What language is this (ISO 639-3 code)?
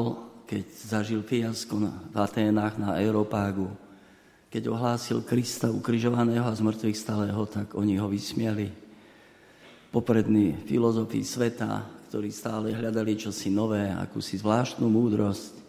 slk